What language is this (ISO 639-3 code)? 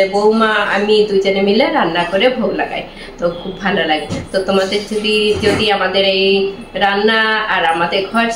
ben